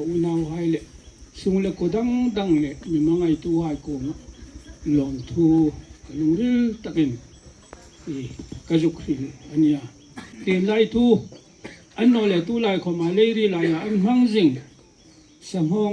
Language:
Hmar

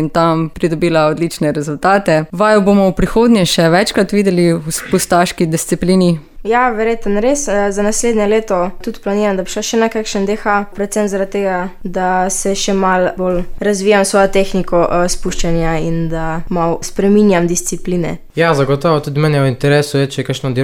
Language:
Slovenian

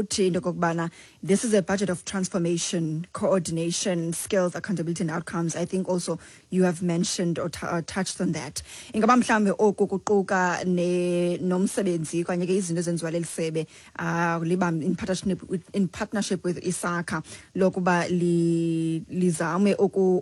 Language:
Xhosa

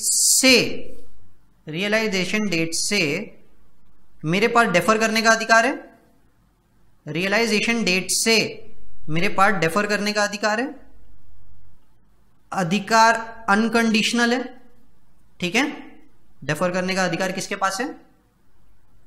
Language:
Hindi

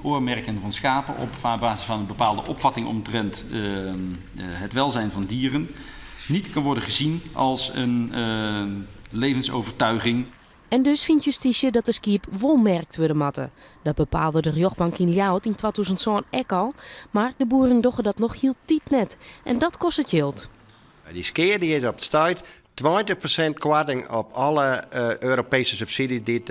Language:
Western Frisian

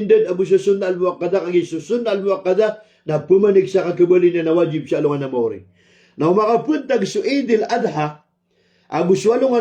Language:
Maranao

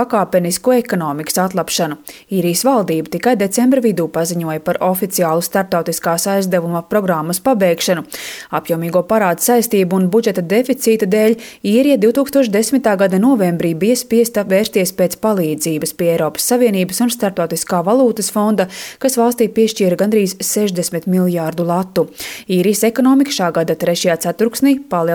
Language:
Latvian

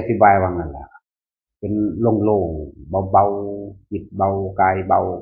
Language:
Northeastern Thai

